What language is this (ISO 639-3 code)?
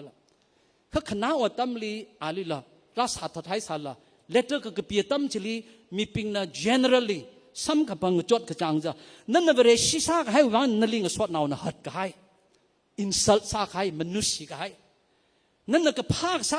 nmf